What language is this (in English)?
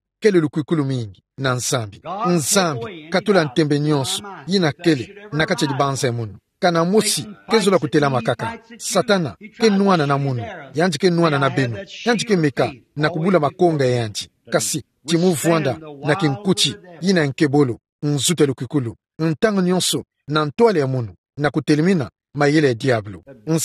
Kituba (Democratic Republic of Congo)